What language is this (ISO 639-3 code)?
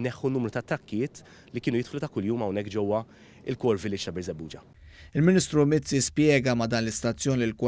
mlt